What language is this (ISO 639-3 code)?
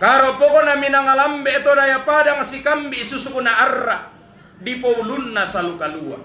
sda